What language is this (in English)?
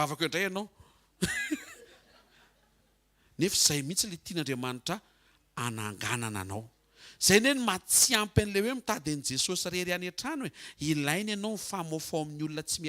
Malagasy